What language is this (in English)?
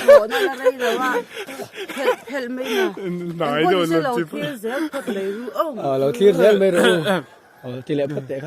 Mizo